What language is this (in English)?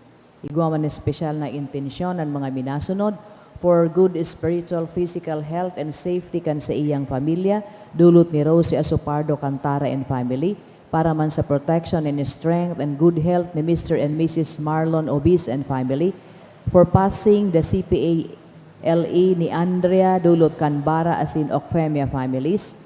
Bikol